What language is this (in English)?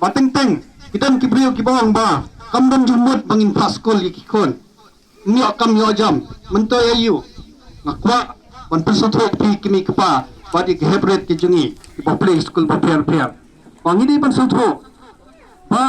Khasi